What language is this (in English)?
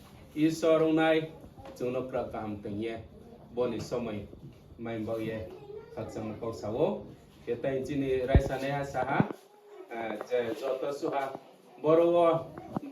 Riang (India)